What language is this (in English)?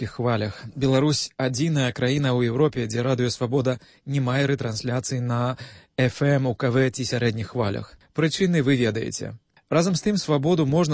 Belarusian